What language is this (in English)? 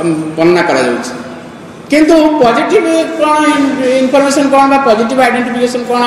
Odia